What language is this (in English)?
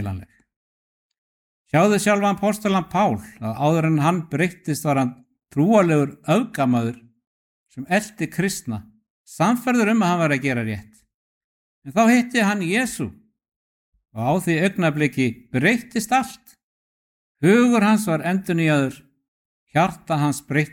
Icelandic